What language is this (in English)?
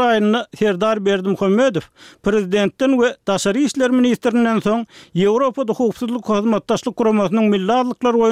Turkmen